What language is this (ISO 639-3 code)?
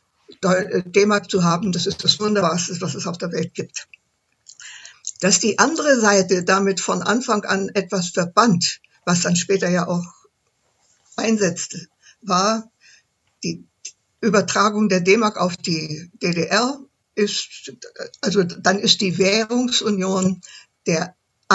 deu